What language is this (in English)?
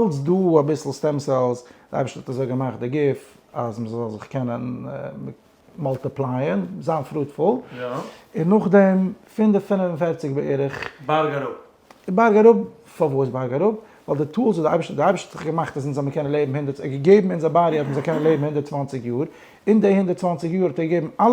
Yiddish